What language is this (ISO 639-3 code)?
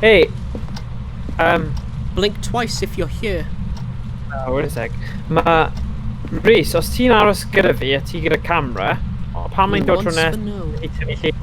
cym